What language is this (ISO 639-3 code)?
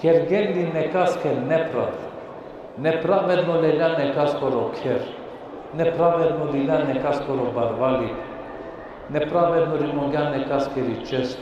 rmn